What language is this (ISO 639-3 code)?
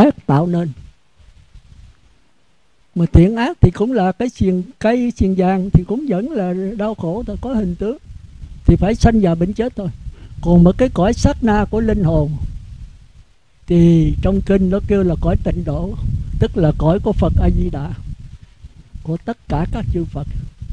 vie